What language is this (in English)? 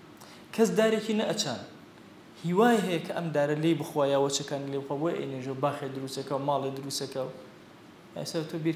Central Kurdish